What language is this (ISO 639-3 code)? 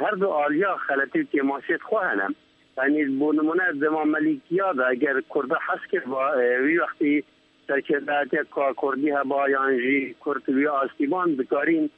kur